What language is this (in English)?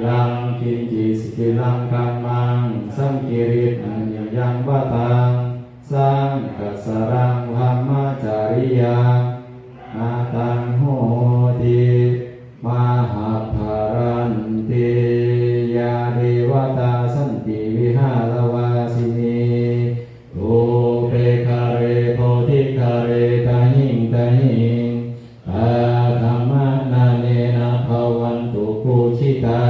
Pali